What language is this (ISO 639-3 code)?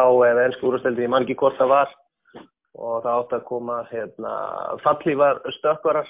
isl